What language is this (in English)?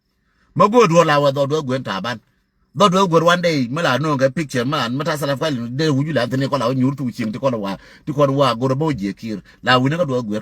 Nuer